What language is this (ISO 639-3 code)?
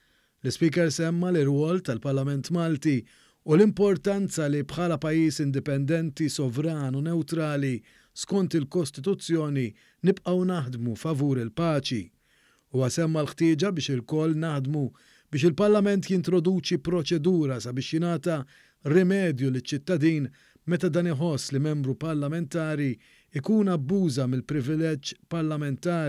mlt